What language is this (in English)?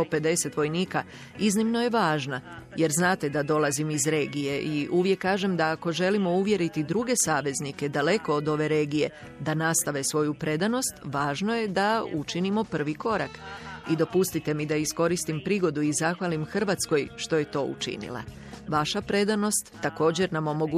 Croatian